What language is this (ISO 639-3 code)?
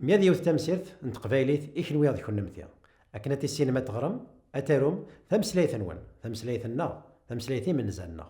kab